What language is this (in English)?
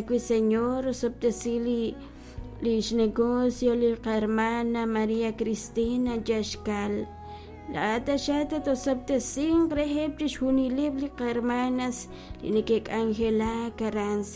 Kekchí